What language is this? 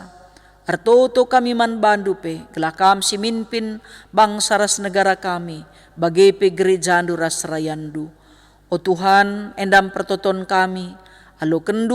Batak Karo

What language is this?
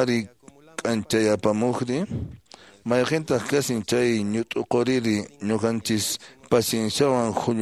Quechua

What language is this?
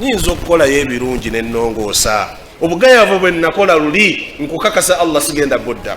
Ganda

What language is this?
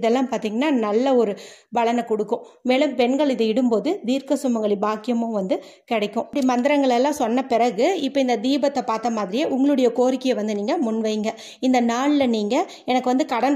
Tamil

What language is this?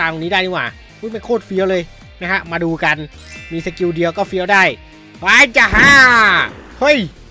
Thai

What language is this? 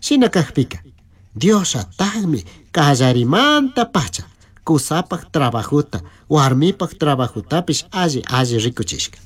Chimborazo Highland Quichua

